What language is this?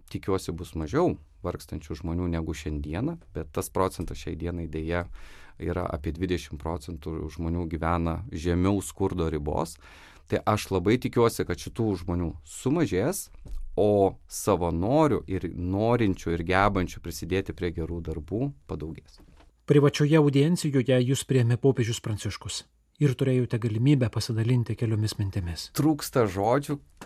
Lithuanian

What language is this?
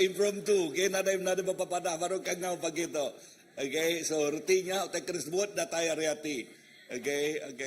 Iban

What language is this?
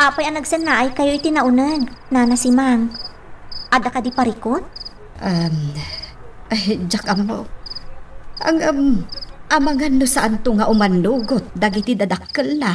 Iloko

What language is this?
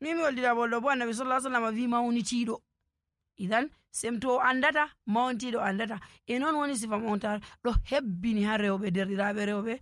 Nigerian Fulfulde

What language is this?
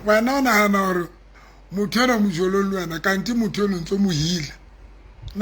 Southern Sotho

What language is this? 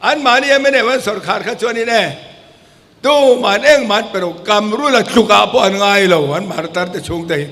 Mizo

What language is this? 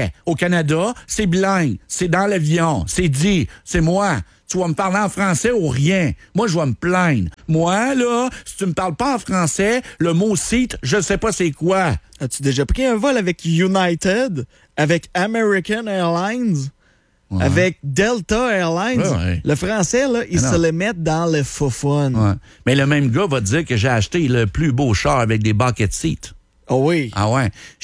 French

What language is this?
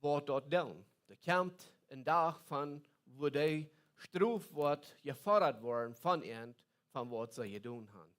Plautdietsch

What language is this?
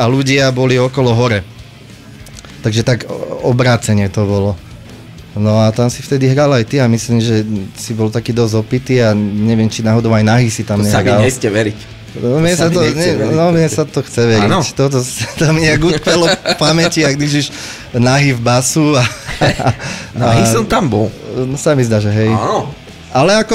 Slovak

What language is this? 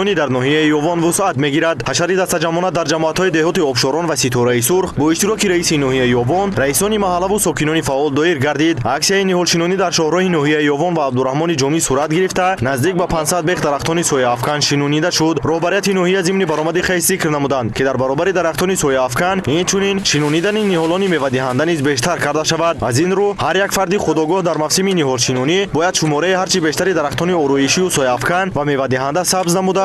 Tajik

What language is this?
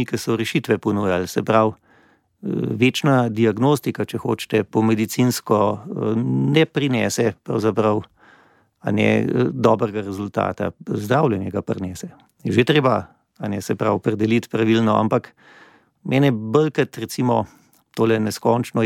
Slovenian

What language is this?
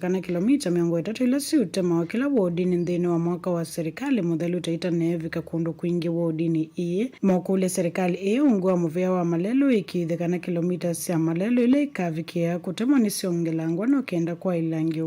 Kamba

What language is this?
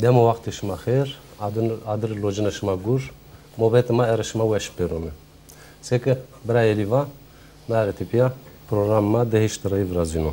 Zaza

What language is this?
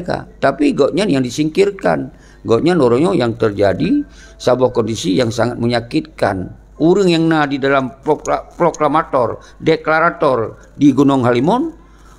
Achinese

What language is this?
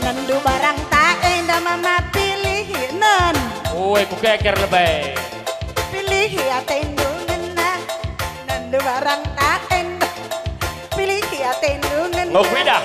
Batak Karo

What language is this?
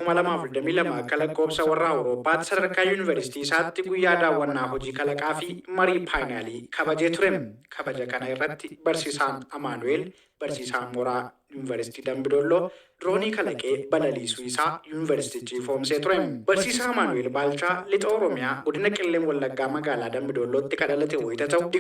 Oromo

